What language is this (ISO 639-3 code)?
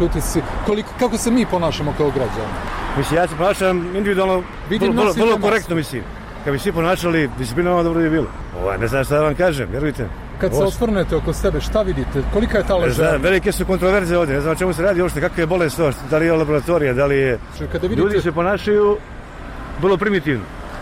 srp